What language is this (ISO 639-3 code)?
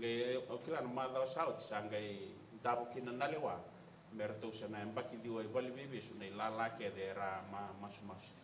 fij